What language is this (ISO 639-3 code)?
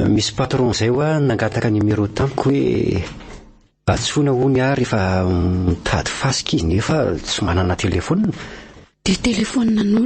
mlg